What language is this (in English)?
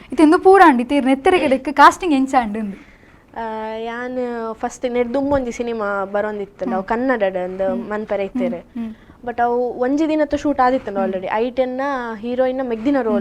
Tulu